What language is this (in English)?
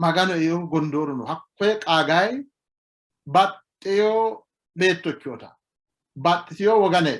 Sidamo